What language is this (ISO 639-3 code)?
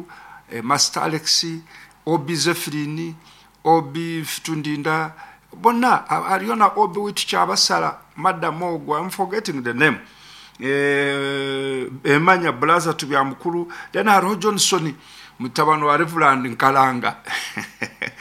nyo